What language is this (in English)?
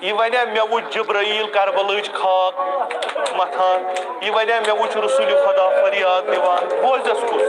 Kashmiri